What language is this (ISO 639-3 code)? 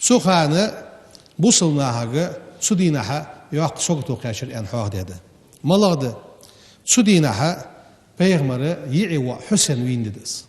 inh